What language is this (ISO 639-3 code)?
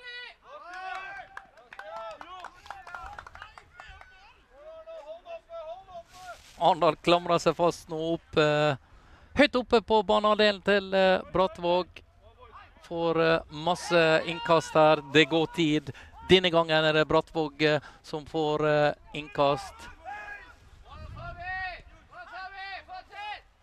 nor